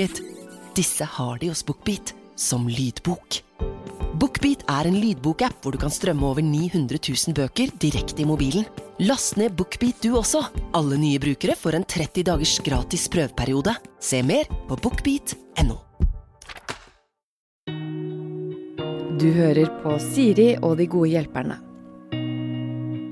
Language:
Norwegian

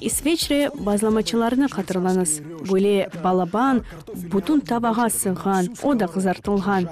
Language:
Crimean Tatar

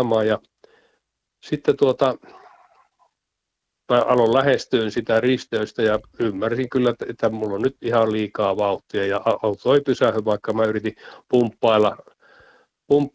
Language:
Finnish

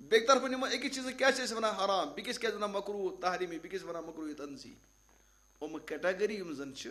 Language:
Kashmiri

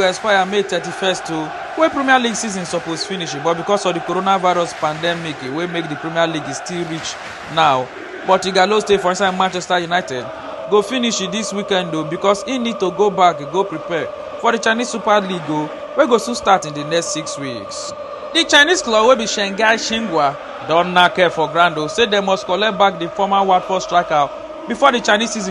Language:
Nigerian Pidgin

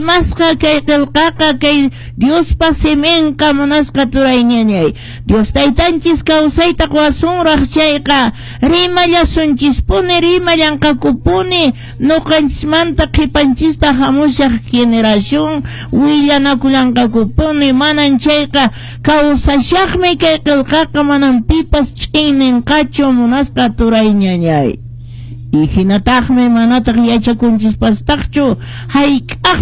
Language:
Quechua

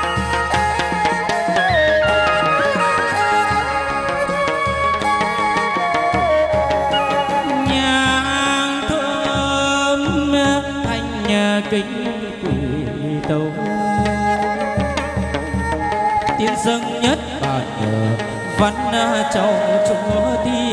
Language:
Vietnamese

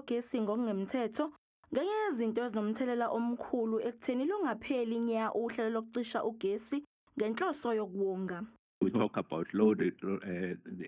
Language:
Zulu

